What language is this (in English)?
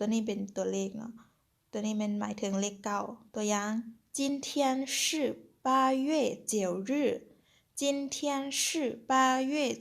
Lao